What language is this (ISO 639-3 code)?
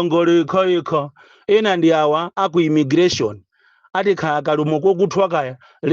nya